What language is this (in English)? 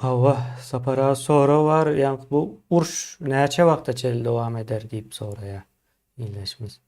Turkmen